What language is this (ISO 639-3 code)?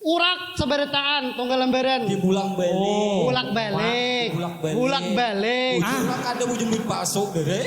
bjn